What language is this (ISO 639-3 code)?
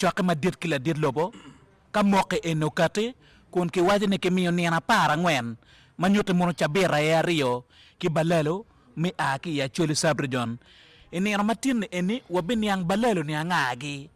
ach